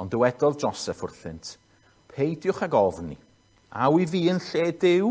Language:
Welsh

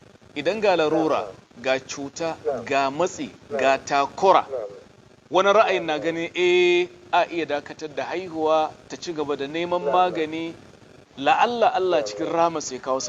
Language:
Hausa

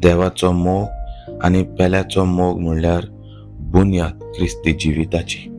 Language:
Konkani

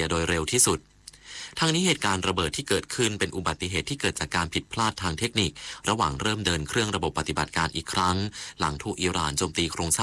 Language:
Thai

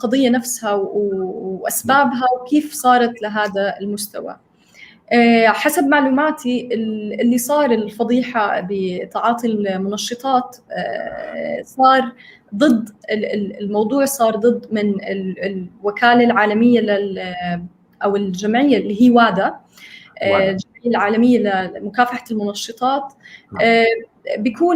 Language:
North Levantine Arabic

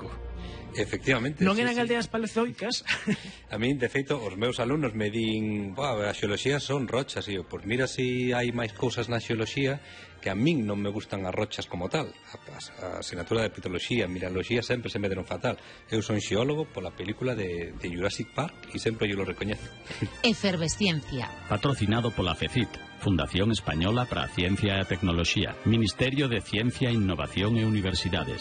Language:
Galician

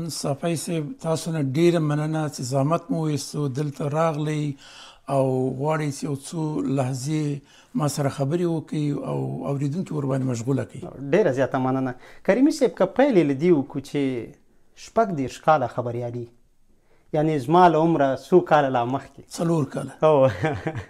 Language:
Pashto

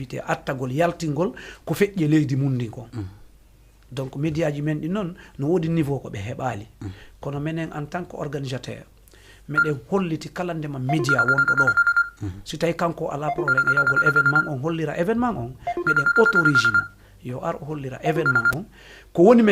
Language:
Fula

